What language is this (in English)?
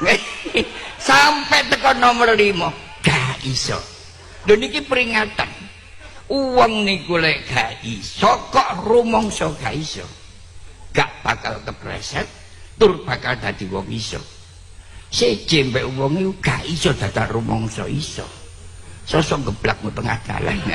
Javanese